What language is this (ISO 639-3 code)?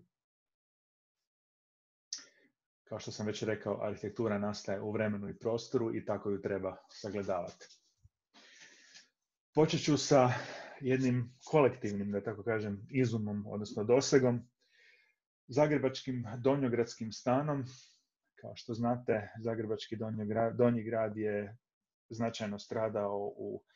hrv